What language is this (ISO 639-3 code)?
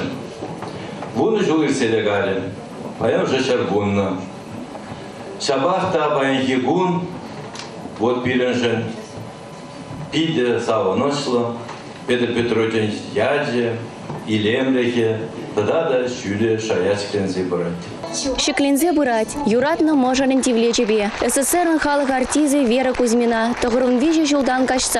chv